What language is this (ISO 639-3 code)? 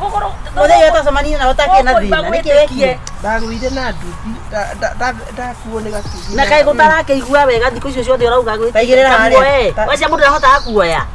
kik